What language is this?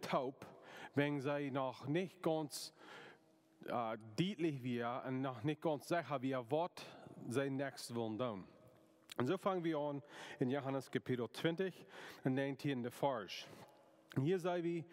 Plautdietsch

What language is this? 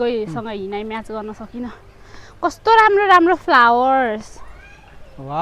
Nepali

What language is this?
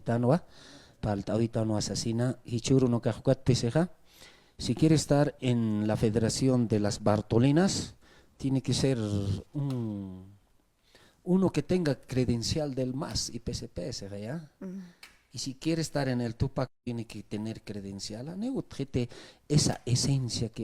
Aymara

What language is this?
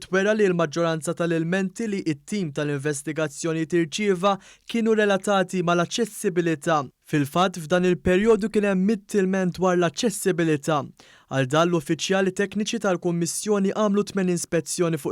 Maltese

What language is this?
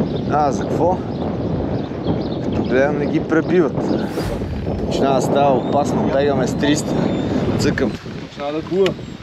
Bulgarian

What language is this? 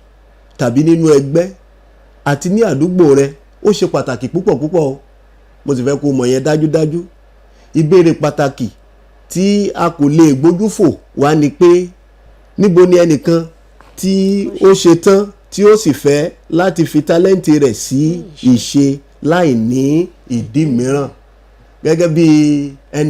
Yoruba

